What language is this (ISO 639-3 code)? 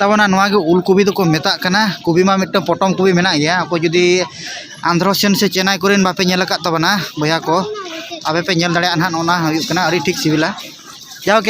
sat